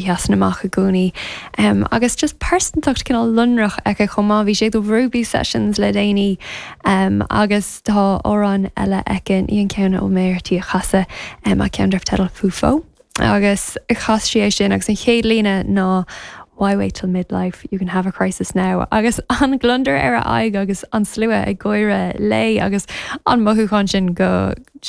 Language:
Irish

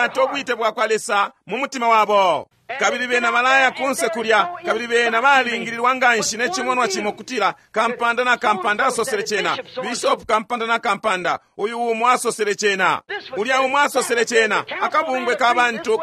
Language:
Bemba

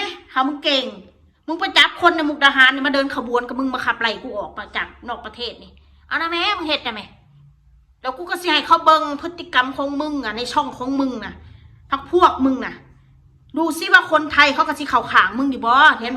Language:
Northeastern Thai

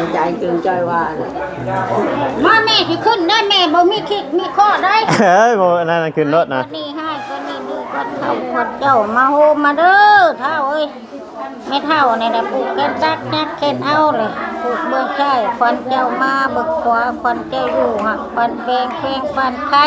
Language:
Northeastern Thai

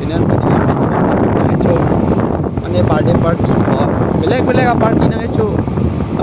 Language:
Karbi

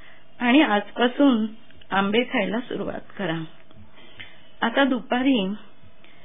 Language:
Marathi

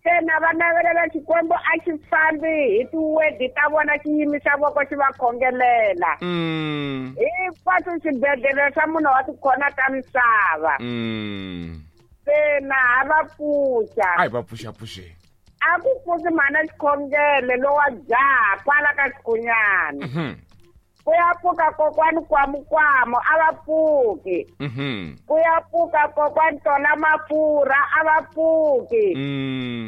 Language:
Tsonga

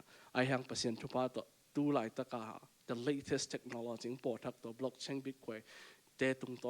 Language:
Tedim Chin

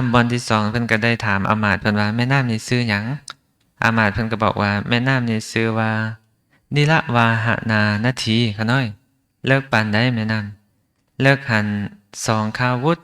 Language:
Lao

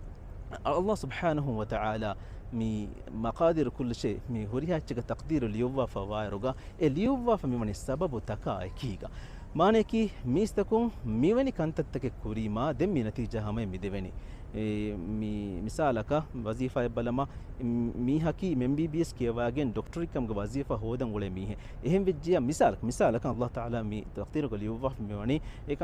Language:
Divehi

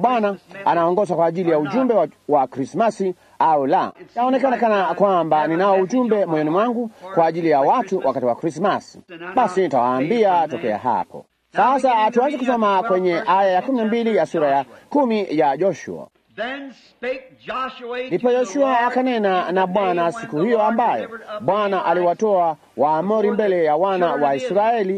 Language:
Swahili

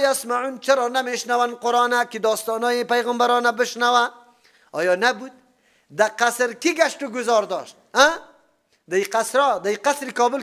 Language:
Persian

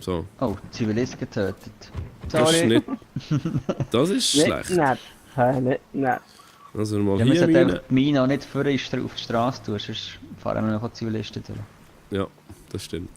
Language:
Swiss German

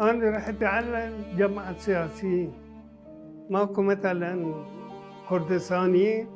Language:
Mesopotamian Arabic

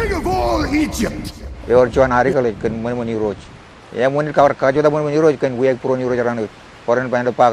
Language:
Marshallese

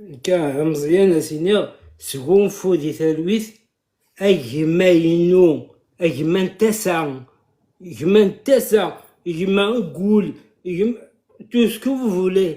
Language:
Kabyle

